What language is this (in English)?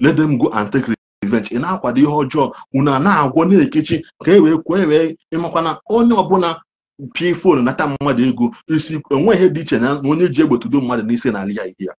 Igbo